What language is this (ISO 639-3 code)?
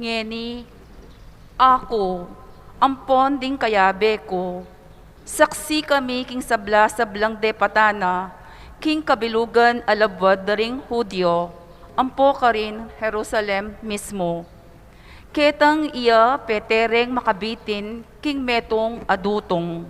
pam